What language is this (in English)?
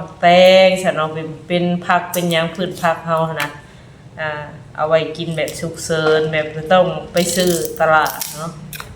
Northeastern Thai